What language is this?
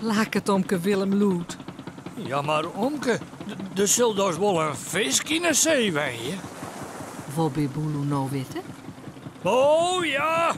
Western Frisian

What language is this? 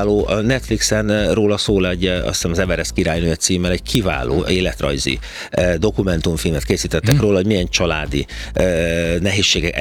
Hungarian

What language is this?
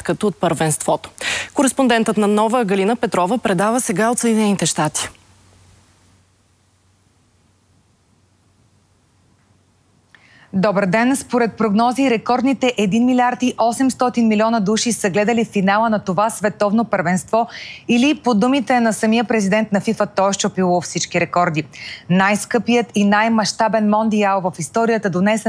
Bulgarian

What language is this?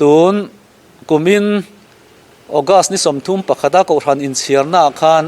Mizo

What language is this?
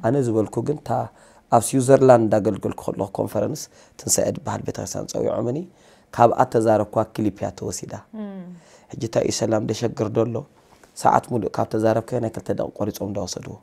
Tigrinya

